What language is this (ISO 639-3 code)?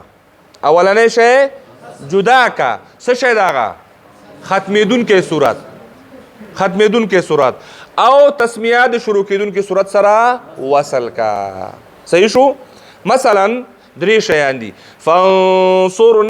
pus